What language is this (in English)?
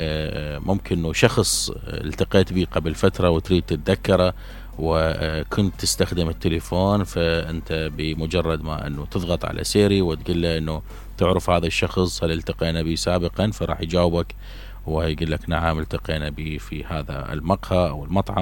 Mesopotamian Arabic